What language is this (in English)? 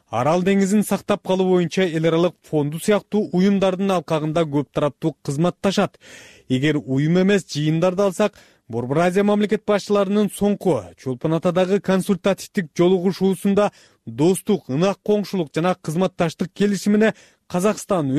Kyrgyz